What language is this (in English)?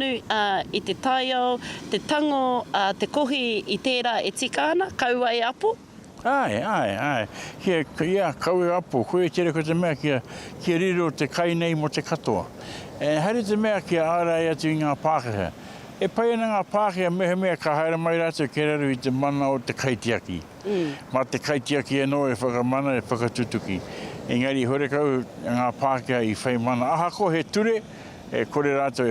Māori